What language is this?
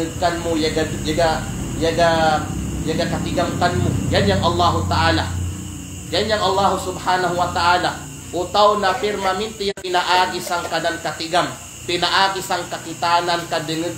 Kalagan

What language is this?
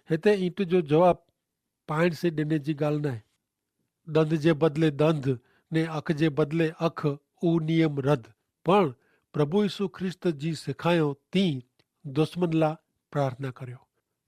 Kachhi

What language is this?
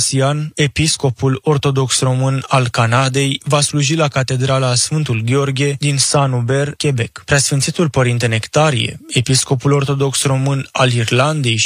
Romanian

